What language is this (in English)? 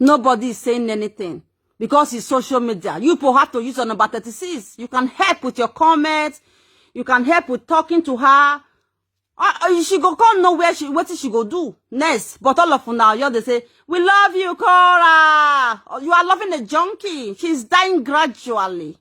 Nigerian Pidgin